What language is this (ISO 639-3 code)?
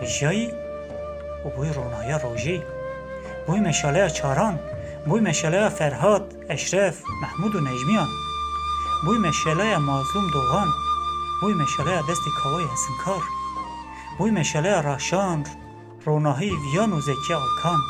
kur